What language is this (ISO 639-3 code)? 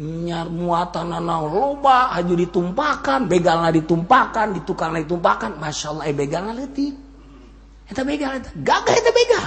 sun